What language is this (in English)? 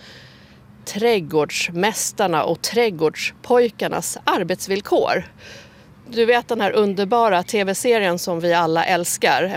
Swedish